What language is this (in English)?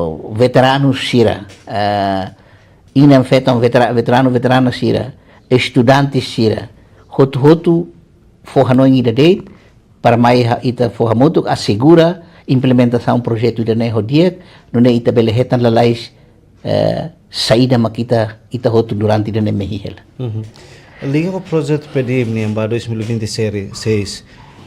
Tetum